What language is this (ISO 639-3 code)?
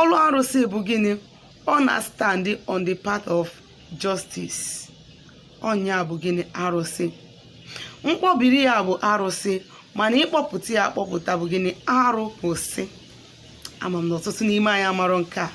ibo